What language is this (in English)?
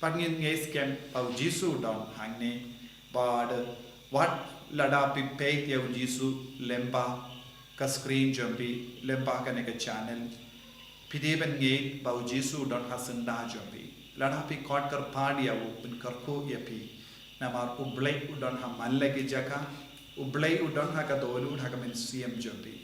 Khasi